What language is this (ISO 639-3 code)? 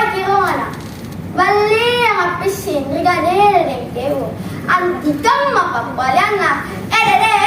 mak